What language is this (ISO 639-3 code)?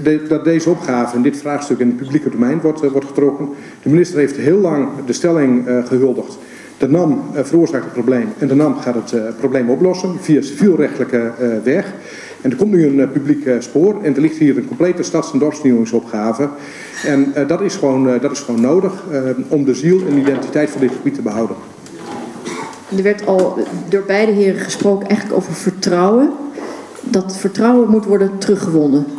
nld